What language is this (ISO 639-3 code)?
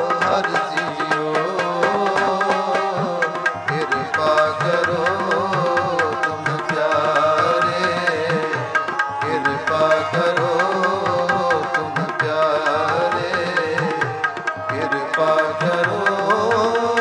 pan